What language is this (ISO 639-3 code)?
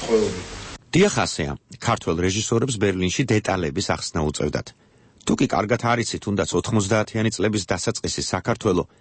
kat